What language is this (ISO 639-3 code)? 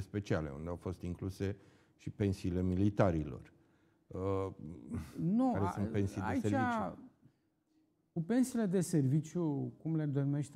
ron